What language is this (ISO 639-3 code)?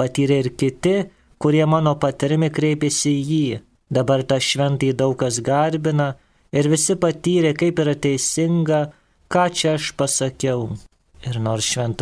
lit